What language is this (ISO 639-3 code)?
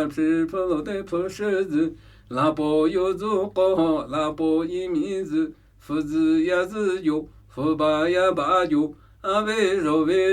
nmy